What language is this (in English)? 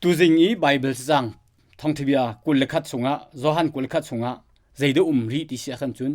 Hakha Chin